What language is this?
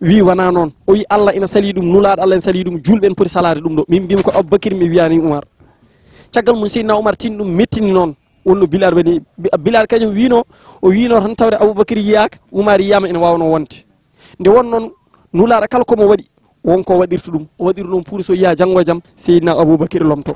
Fula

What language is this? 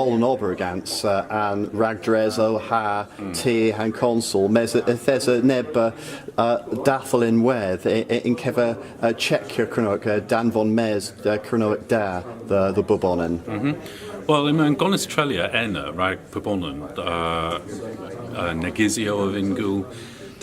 Cornish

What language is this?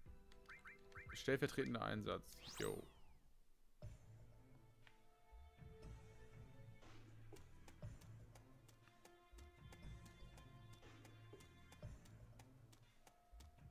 German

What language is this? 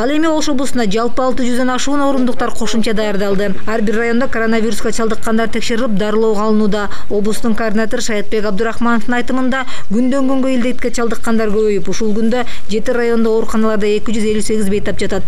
Kyrgyz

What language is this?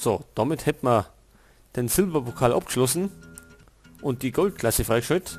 Bavarian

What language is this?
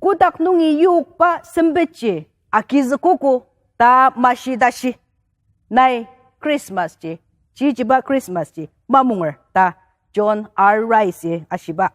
Ao Naga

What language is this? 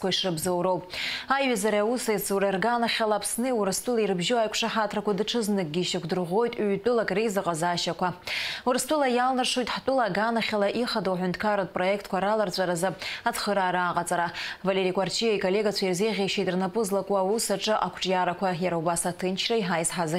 Abkhazian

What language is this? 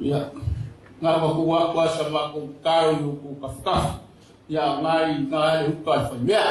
Samoan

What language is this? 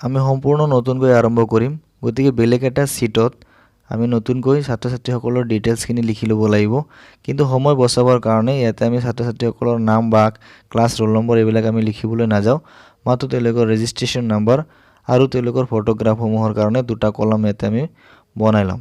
Assamese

